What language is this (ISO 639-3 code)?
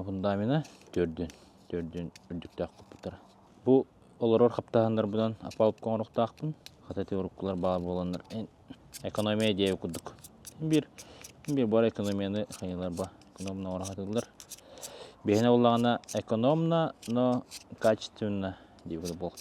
sah